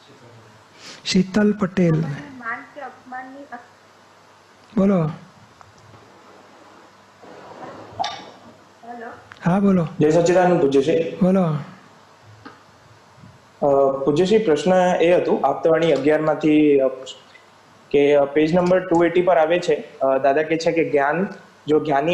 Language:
Gujarati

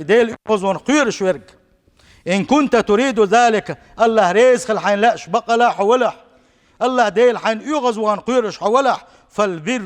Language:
Chechen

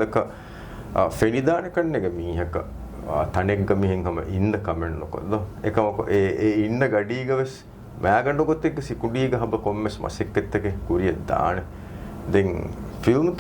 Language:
Divehi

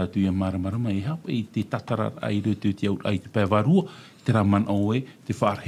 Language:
Tahitian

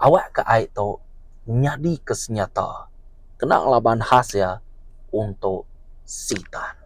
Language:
Iban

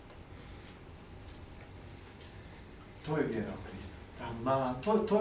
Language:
Croatian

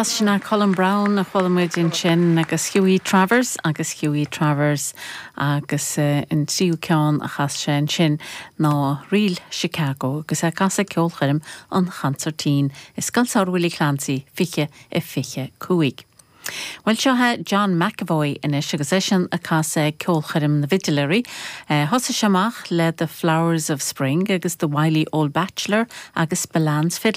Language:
Irish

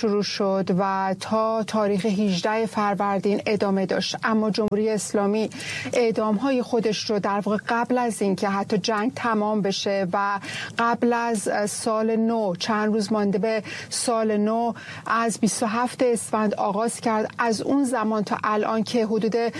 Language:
Persian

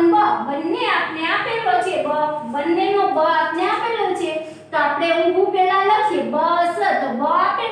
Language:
Gujarati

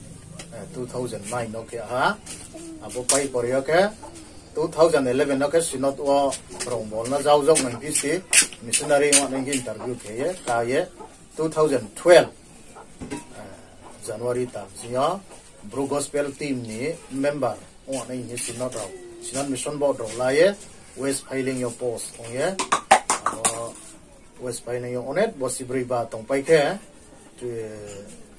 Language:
Riang (India)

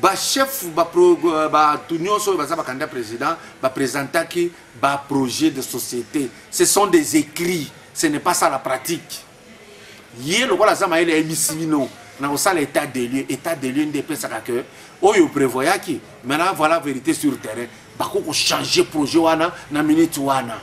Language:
Lingala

